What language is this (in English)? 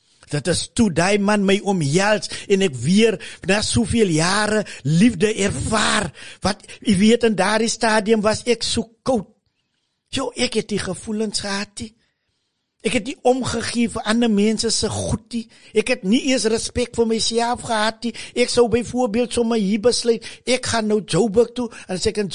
Afrikaans